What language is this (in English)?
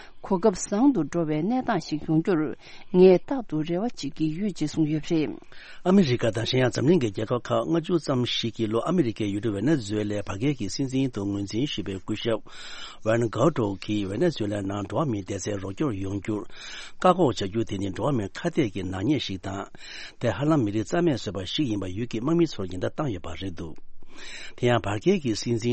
Tibetan